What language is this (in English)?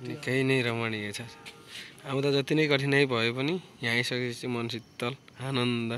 Nepali